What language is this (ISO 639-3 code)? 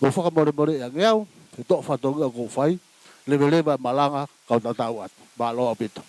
ton